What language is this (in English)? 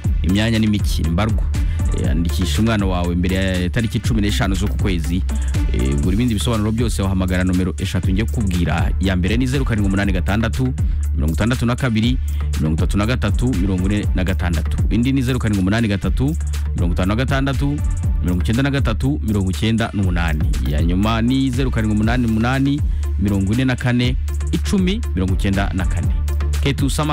Kinyarwanda